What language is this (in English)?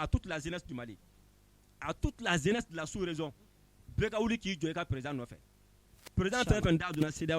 Bambara